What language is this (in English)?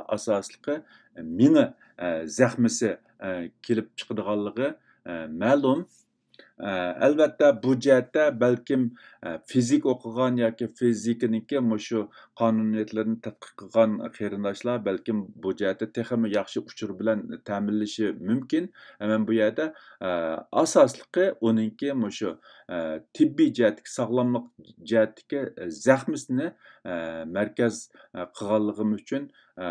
Uyghur